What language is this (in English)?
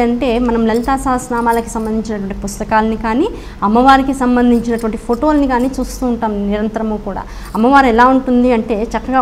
Telugu